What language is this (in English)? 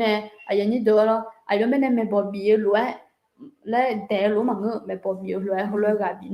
Akha